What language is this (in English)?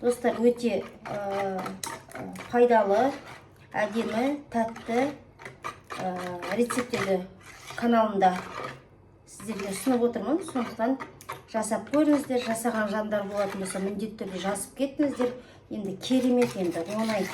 Kazakh